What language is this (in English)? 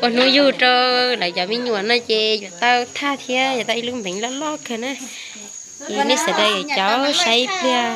Hmong